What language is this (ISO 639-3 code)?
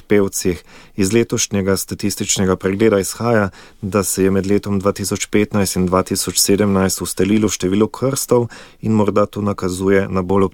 slv